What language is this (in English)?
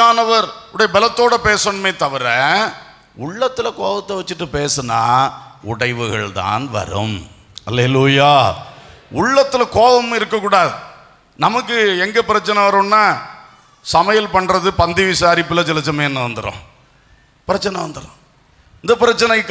Tamil